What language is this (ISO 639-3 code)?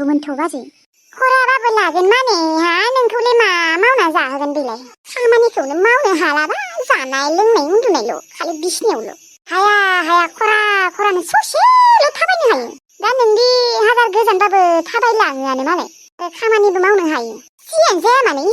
brx